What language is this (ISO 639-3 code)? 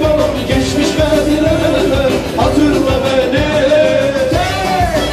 tur